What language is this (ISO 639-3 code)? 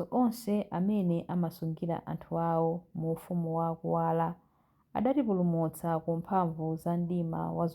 nya